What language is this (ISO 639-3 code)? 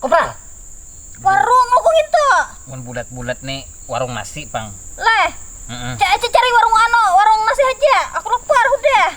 bjn